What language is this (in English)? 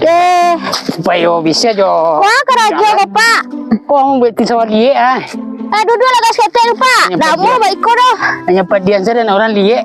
Minangkabau